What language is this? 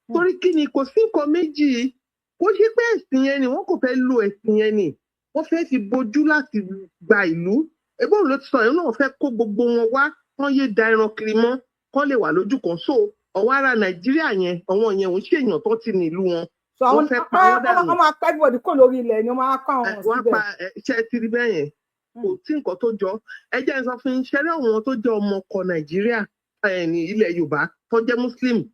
Yoruba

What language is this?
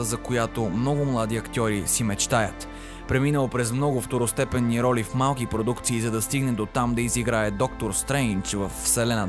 Bulgarian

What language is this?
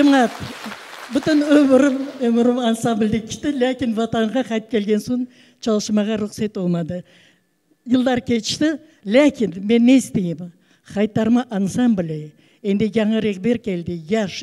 Crimean Tatar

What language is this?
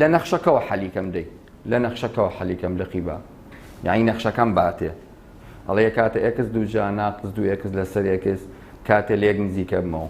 Central Kurdish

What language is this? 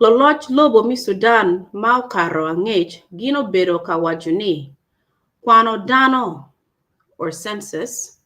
Acoli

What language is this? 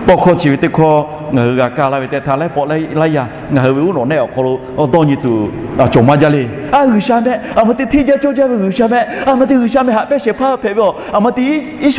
Lahu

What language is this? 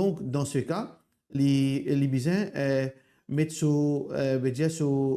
Morisyen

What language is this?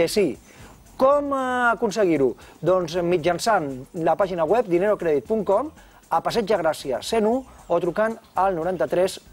Catalan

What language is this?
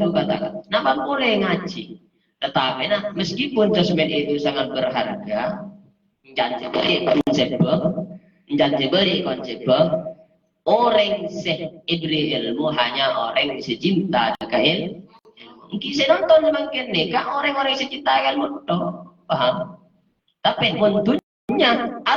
Madurese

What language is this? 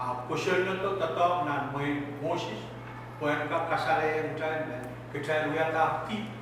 Pohnpeian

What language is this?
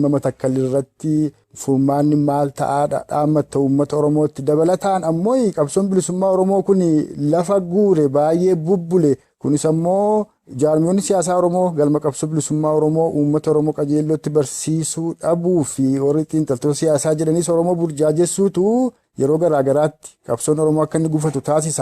Oromo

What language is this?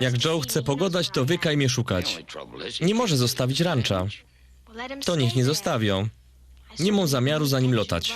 Silesian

